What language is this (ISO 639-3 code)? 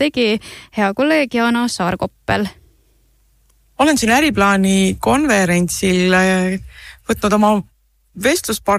est